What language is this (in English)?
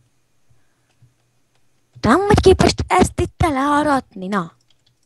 Hungarian